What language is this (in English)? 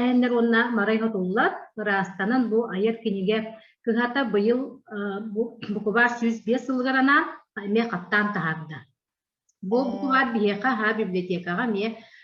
Yakut